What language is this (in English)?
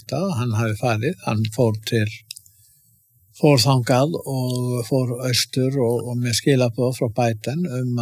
Icelandic